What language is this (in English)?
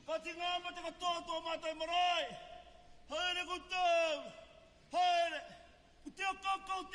Māori